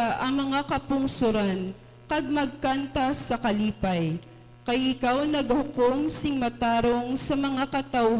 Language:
Hiligaynon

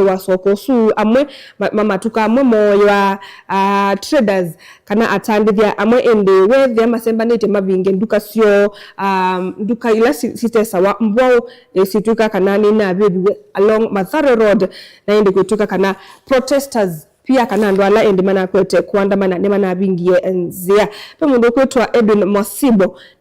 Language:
Kamba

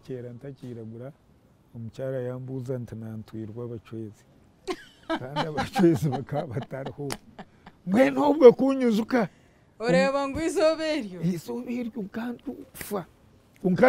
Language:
Nyankole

